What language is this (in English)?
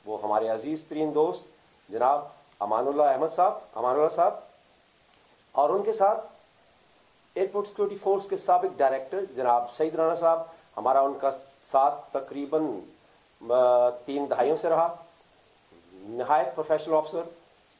Urdu